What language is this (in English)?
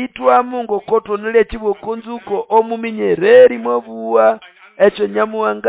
Nande